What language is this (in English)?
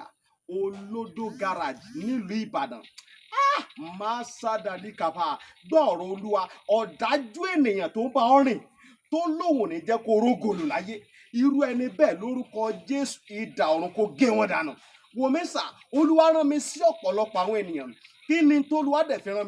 Yoruba